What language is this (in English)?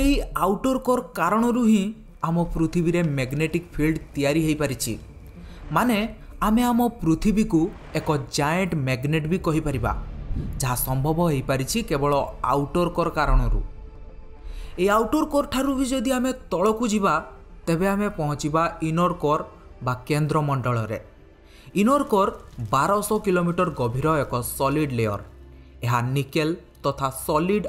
Odia